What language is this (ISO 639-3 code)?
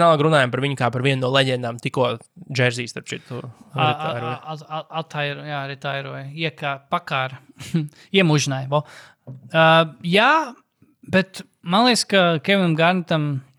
lav